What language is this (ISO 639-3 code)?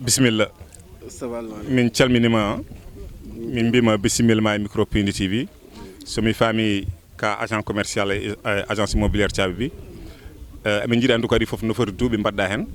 ful